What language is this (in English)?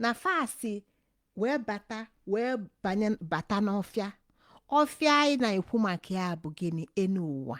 Igbo